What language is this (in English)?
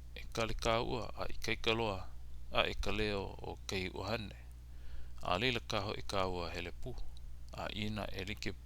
Hawaiian